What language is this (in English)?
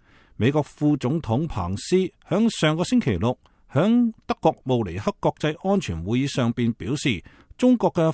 Cantonese